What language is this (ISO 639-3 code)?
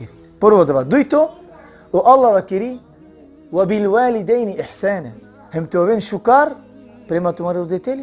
rmn